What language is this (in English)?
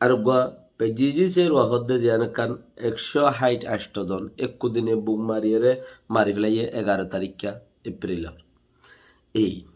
Rohingya